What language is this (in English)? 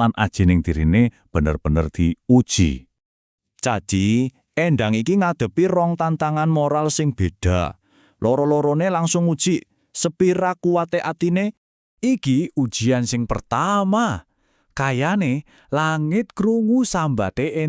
Javanese